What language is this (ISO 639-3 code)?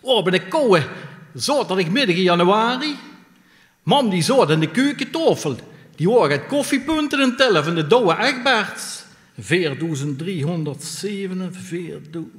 lim